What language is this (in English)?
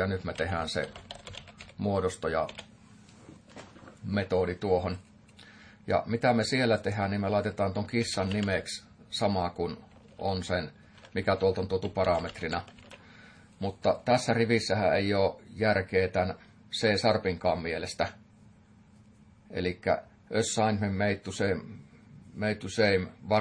Finnish